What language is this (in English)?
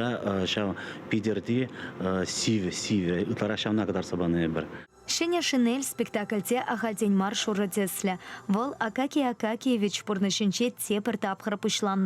Chuvash